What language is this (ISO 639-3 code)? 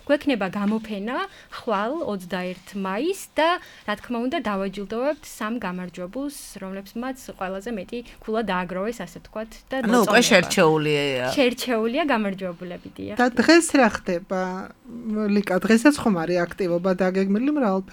kat